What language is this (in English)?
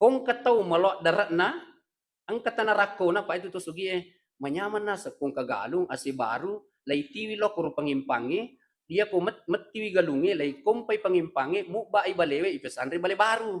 Buginese